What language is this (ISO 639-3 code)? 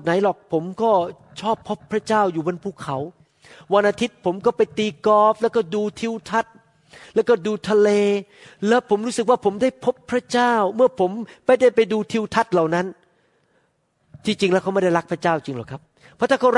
tha